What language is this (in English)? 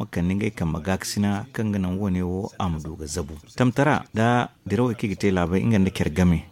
Zarma